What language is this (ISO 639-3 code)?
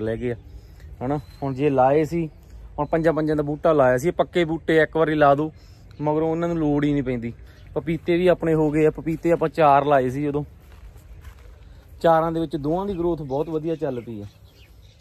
pan